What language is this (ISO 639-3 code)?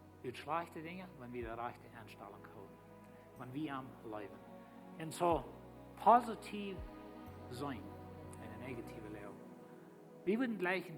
pdt